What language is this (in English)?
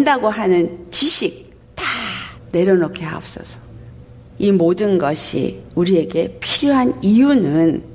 Korean